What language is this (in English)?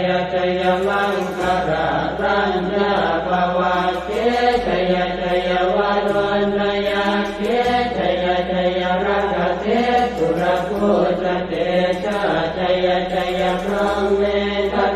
Pali